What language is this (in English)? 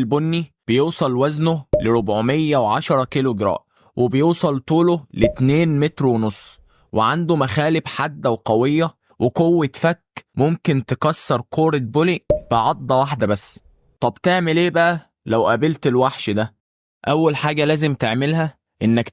Egyptian Arabic